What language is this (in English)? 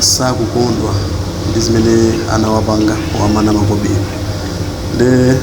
Nyanja